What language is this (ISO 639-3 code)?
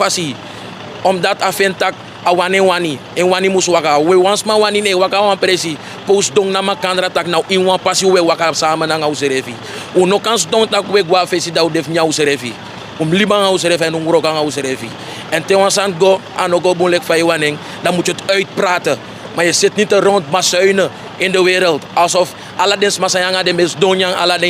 srn